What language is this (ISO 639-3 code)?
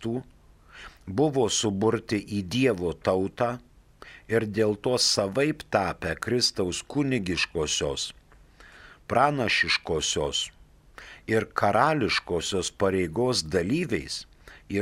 lit